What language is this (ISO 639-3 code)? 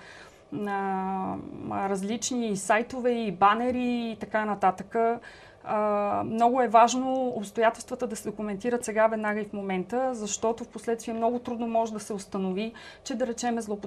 bul